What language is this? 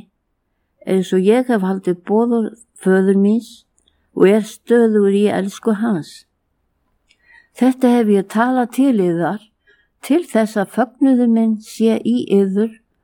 Icelandic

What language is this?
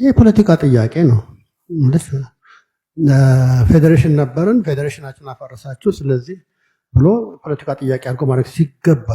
Amharic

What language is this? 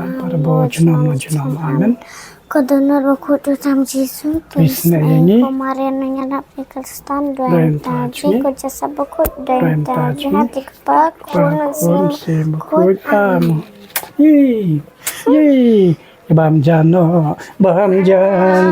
Khasi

